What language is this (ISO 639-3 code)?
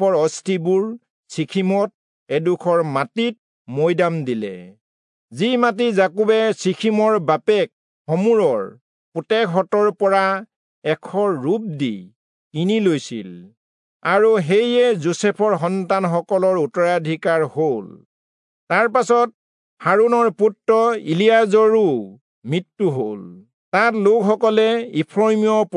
asm